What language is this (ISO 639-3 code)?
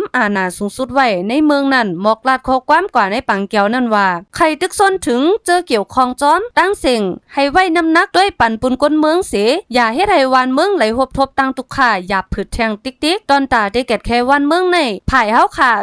shn